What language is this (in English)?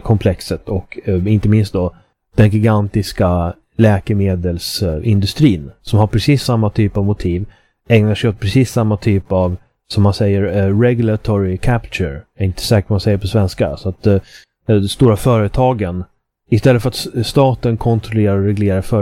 Swedish